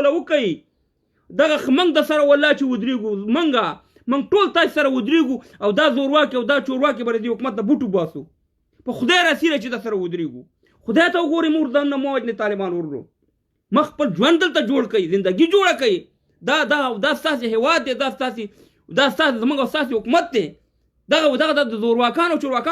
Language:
Pashto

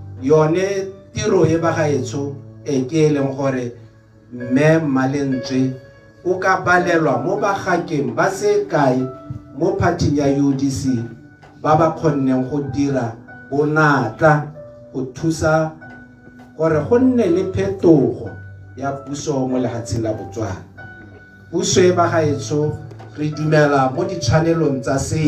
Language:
Tswana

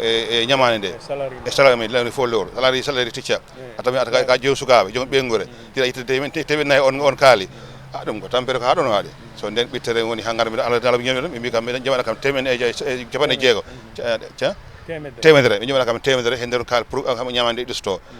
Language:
Fula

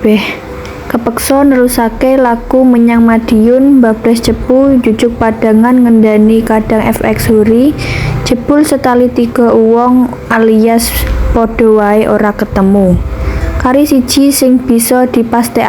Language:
Javanese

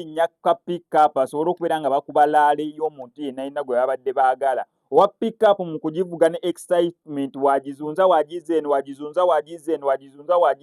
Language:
Ganda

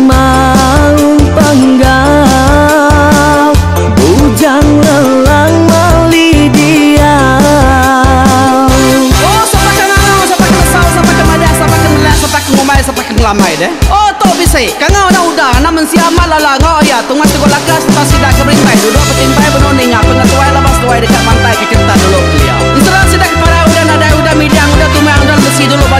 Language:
Iban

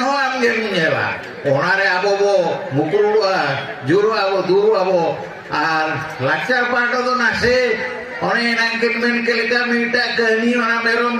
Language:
Santali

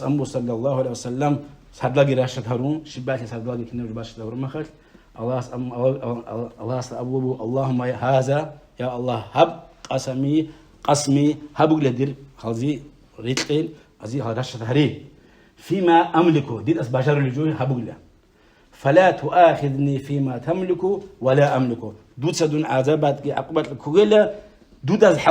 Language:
Avaric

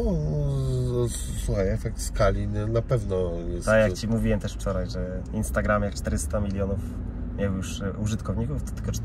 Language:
Polish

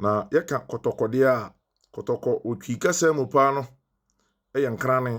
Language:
Akan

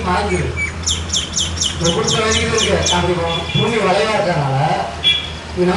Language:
Tamil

